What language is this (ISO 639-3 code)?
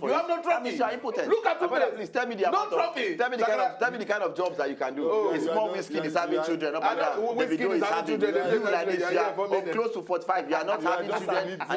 pcm